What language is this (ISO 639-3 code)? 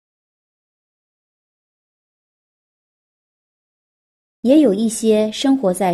zho